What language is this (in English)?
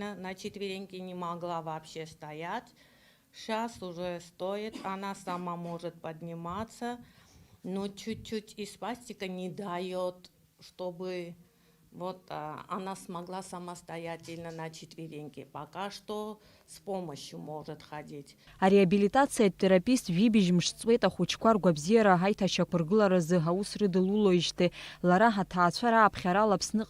Abkhazian